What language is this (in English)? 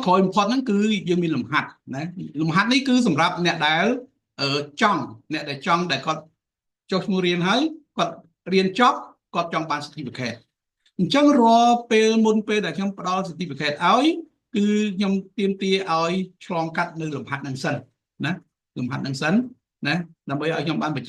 Khmer